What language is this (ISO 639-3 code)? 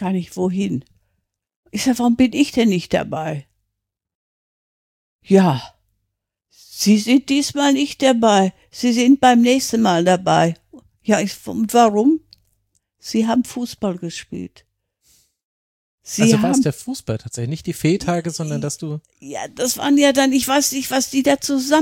deu